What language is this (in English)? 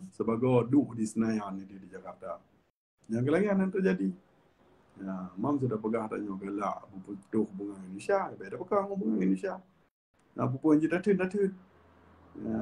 Achinese